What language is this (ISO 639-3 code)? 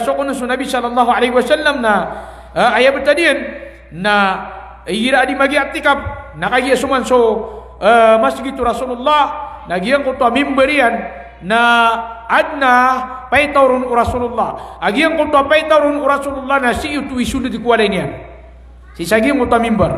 mrw